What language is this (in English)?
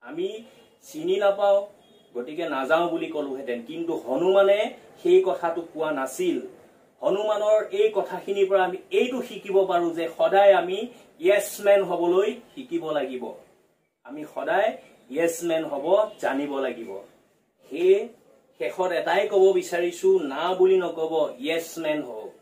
Assamese